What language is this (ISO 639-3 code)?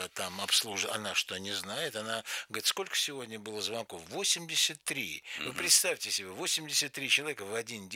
rus